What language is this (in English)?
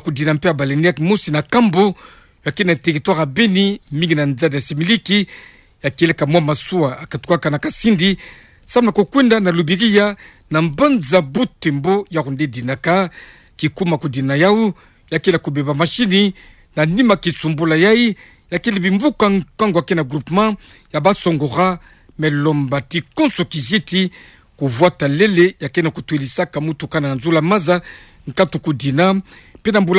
Kituba (Democratic Republic of Congo)